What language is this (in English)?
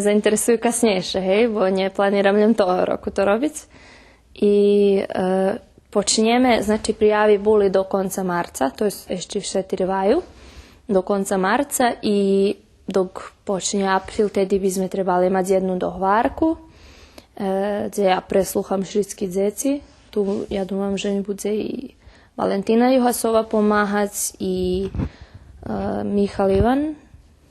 Rusyn